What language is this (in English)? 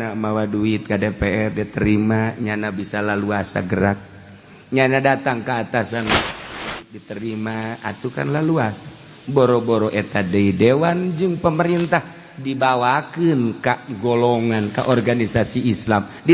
Sundanese